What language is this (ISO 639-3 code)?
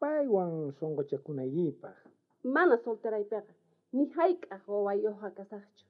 quh